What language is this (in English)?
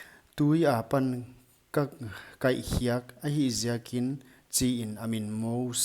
Paite Chin